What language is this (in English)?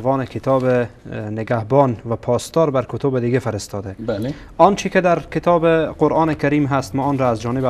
Persian